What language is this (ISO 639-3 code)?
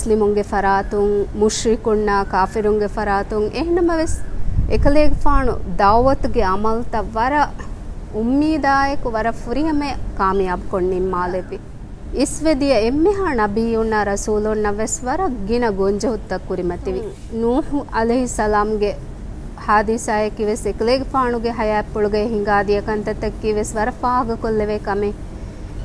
div